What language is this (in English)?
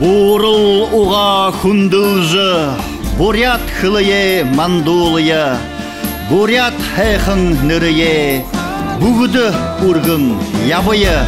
Buriat